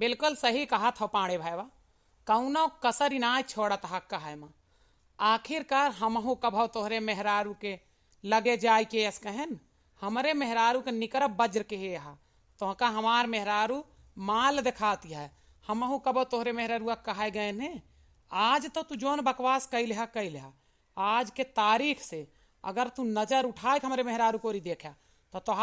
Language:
Awadhi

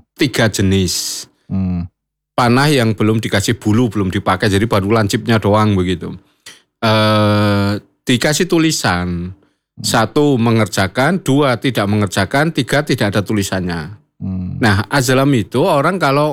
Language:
Indonesian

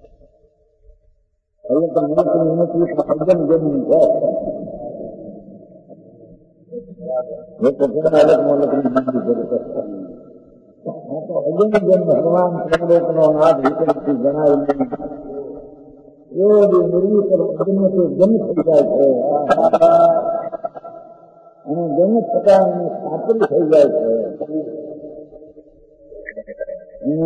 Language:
Gujarati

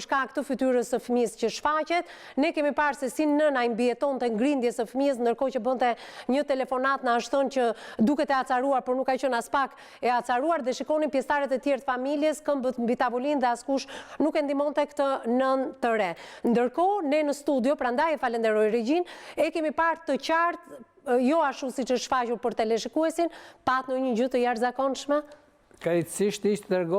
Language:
Albanian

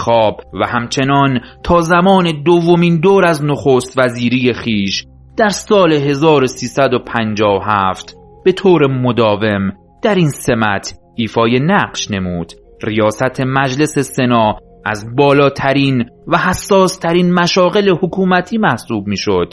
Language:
Persian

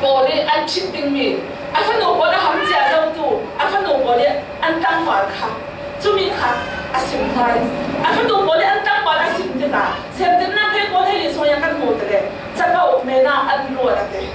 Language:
Falam Chin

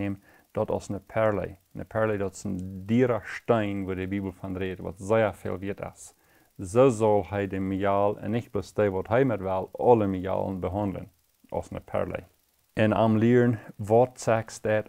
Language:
Plautdietsch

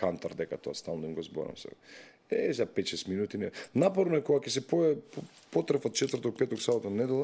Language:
Macedonian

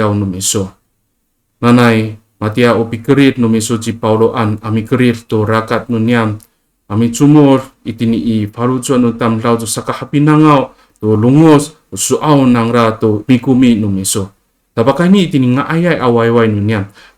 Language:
Amis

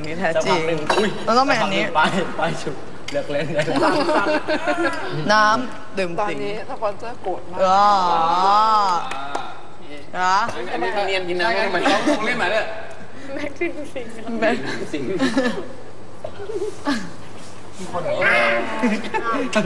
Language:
Thai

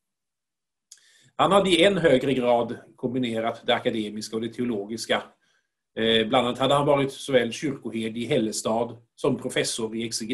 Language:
Swedish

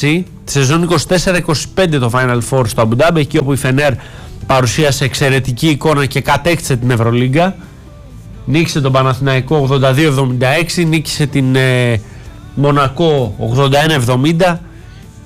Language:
Greek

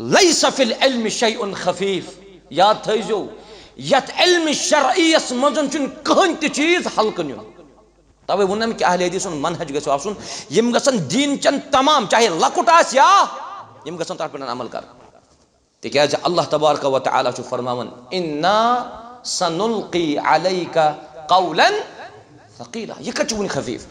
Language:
Kashmiri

